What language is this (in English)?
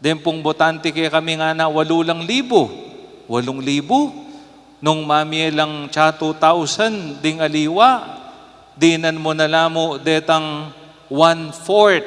Pampanga